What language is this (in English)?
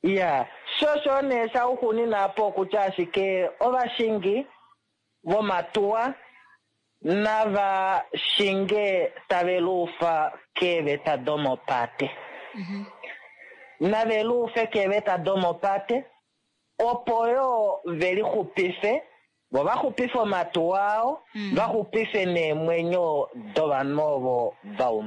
Kuanyama